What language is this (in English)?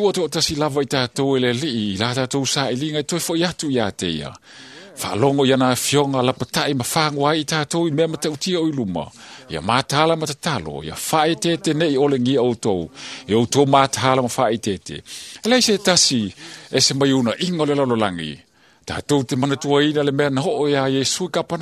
Samoan